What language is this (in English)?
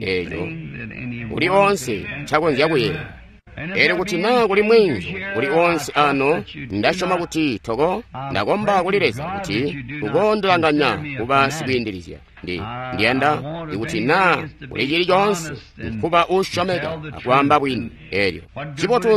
Tonga (Zambia)